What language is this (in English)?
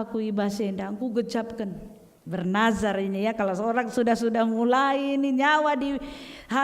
Batak Karo